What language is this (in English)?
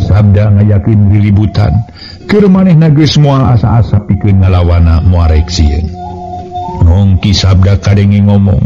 Sundanese